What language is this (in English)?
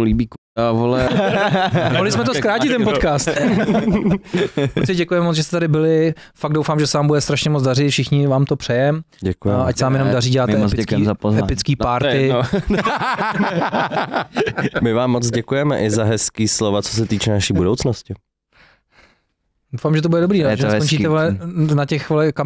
Czech